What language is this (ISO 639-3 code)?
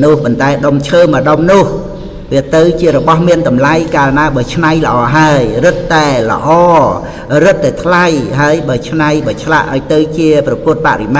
khm